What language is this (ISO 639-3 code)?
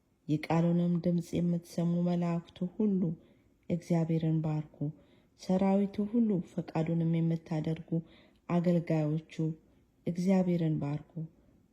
amh